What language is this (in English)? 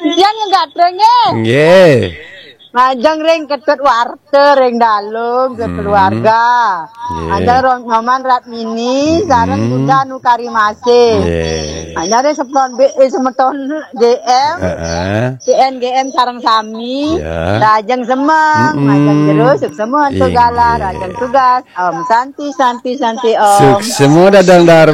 Balinese